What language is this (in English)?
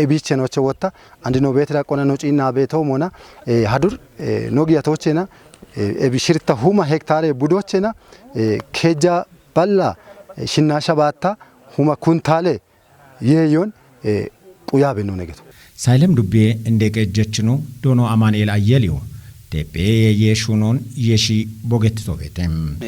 Kafa